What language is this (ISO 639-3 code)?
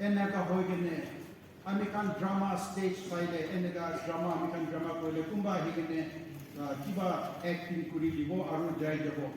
nag